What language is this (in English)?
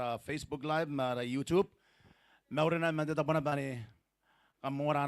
Gilbertese